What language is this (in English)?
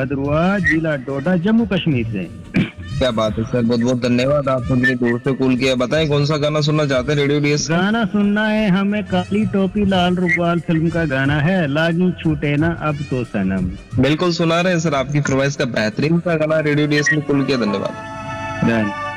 Hindi